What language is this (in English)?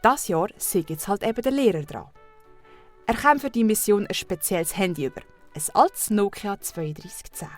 Swiss German